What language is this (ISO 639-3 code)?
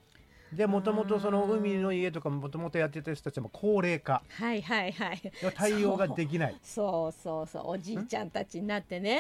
jpn